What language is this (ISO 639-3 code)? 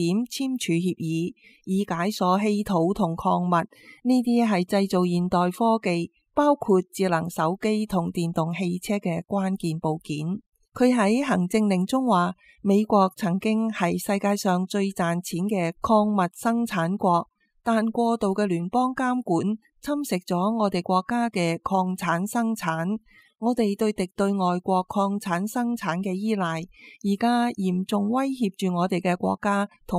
yue